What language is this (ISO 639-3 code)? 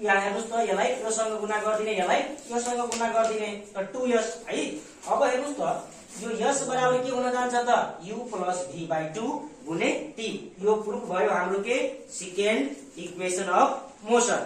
nep